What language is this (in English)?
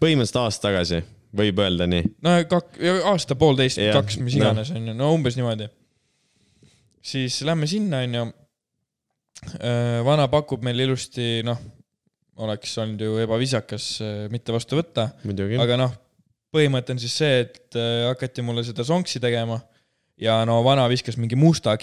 Estonian